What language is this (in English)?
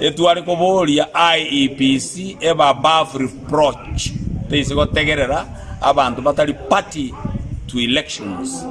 Gusii